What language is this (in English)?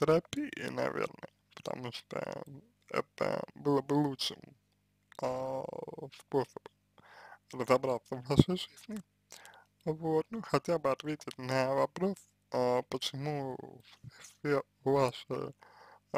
Russian